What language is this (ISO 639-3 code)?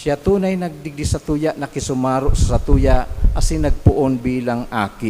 bik